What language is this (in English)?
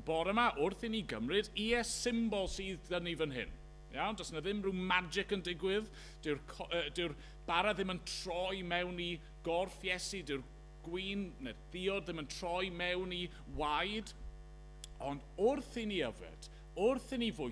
Welsh